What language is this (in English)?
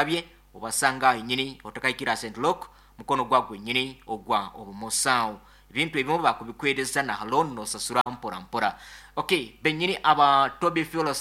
Nyankole